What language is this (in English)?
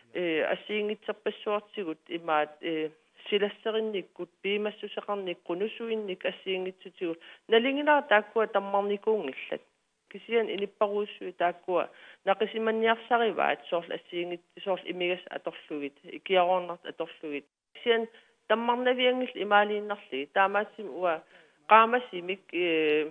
Kalaallisut